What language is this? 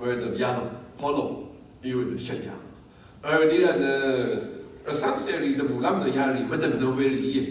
Rawang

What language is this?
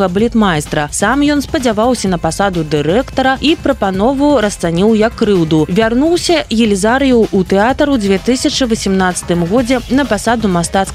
Belarusian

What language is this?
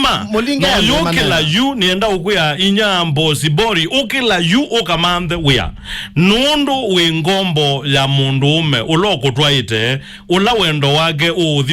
Kamba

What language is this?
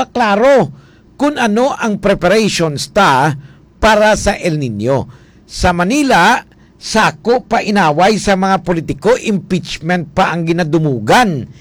Hiligaynon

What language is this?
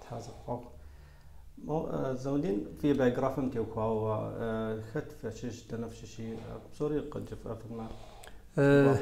Kabardian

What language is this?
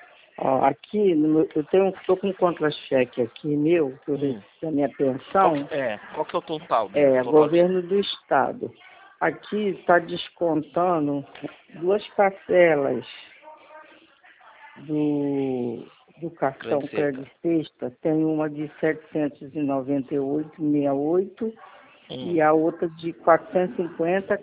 Portuguese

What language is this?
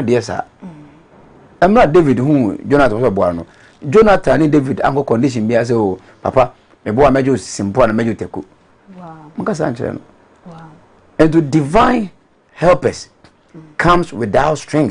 Akan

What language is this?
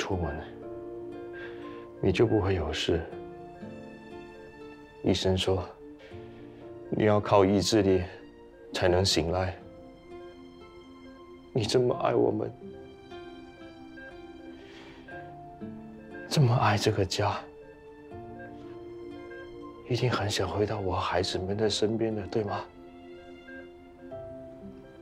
Chinese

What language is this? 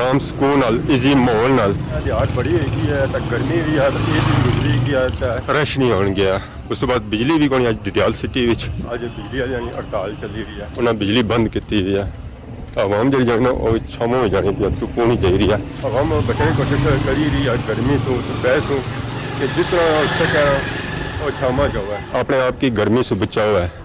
Pahari-Potwari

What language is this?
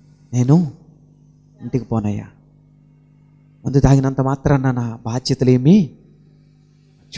Telugu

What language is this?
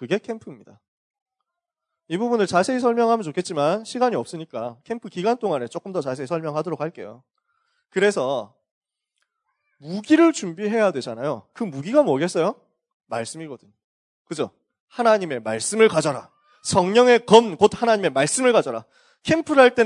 Korean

